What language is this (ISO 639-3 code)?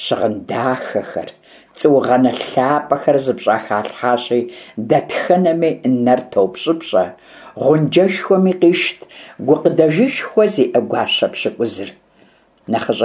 kbd